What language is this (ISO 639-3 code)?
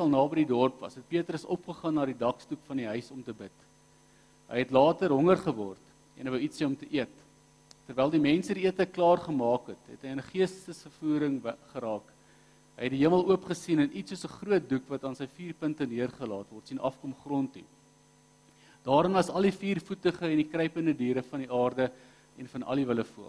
afr